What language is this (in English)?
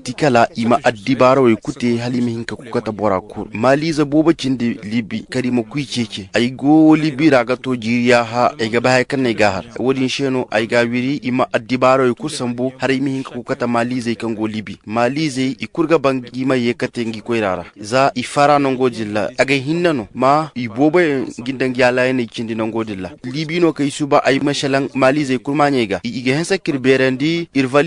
Zarma